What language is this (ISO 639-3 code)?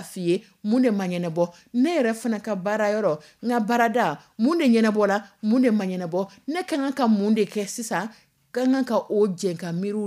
dyu